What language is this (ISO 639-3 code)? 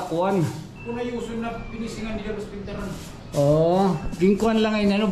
war